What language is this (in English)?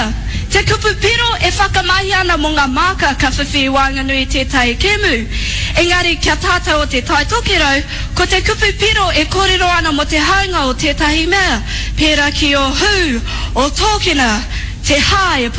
Māori